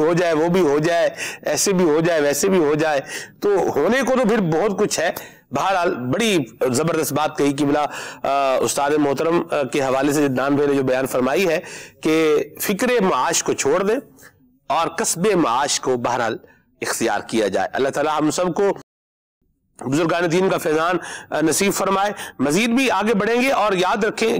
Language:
Urdu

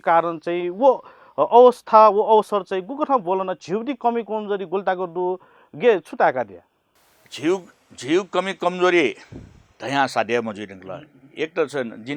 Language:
Newari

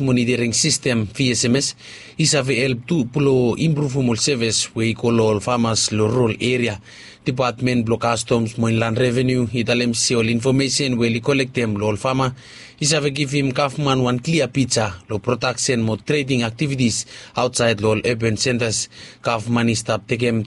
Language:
Bislama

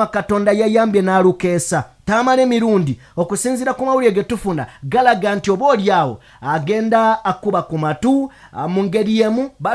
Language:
Ganda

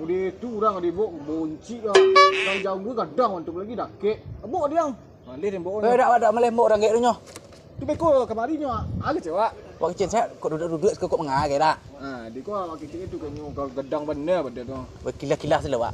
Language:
Minangkabau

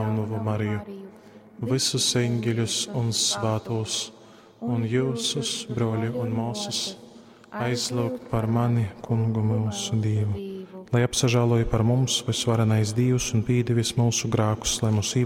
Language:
Latgalian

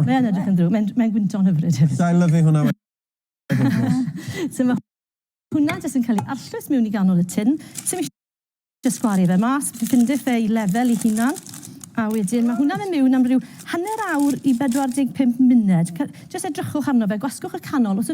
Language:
Welsh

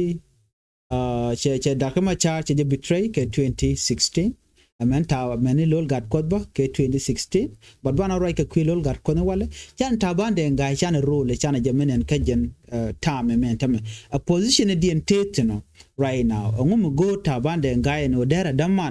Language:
Nuer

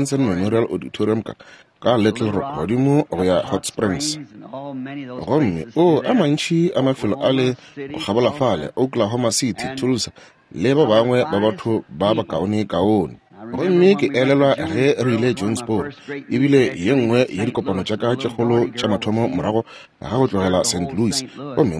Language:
Northern Sotho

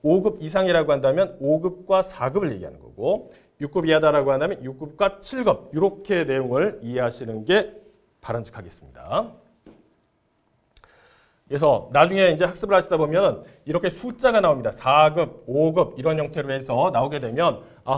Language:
Korean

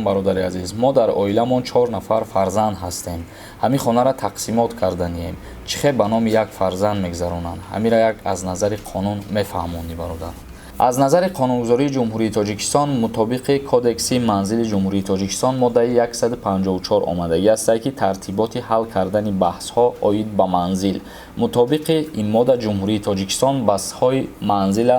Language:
Tajik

